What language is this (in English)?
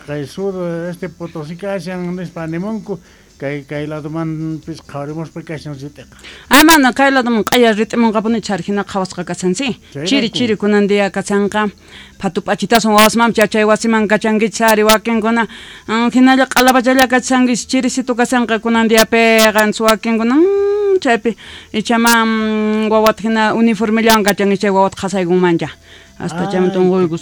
South Bolivian Quechua